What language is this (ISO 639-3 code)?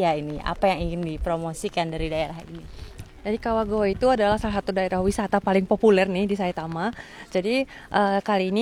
ind